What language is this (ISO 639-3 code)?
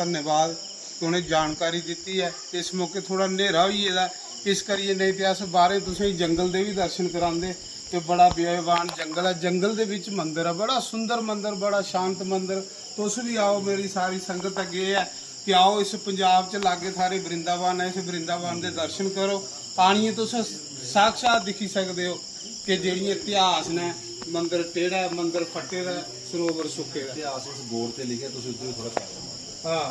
doi